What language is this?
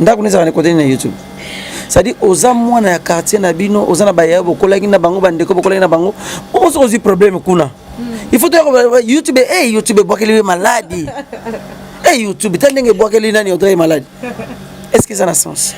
Lingala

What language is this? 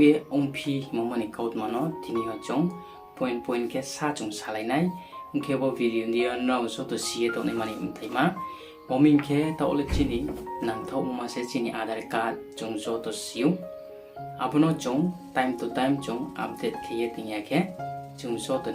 Riang (India)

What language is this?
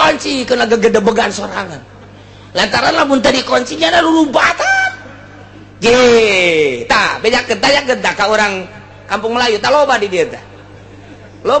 Sundanese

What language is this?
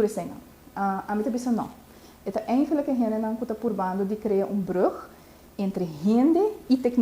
Papiamento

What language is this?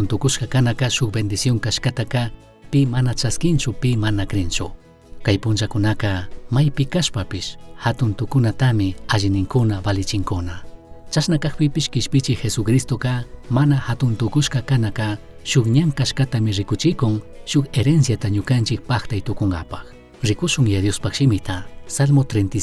Chimborazo Highland Quichua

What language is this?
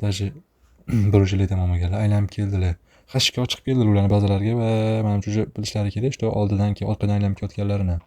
Uzbek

